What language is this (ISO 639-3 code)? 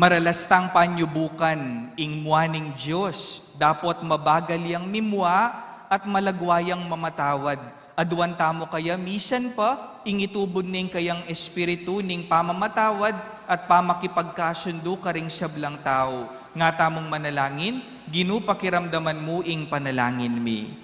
pam